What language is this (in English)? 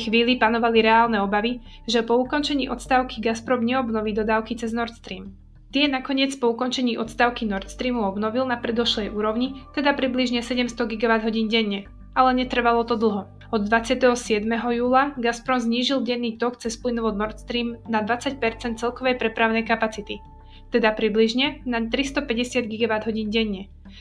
Slovak